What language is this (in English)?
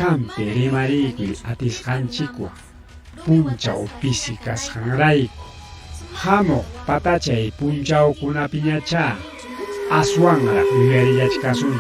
Ayacucho Quechua